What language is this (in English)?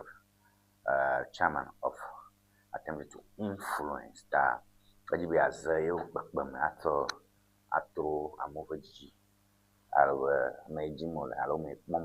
Ewe